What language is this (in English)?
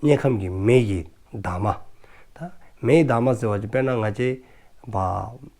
Dzongkha